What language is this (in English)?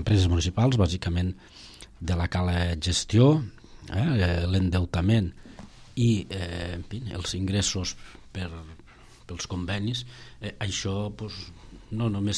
Catalan